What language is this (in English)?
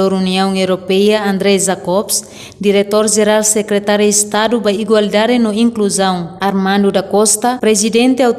Tetum